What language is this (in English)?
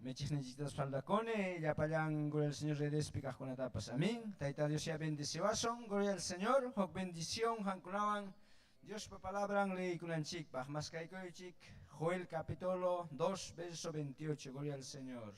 Ayacucho Quechua